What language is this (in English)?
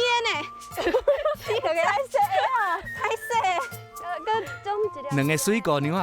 Min Nan Chinese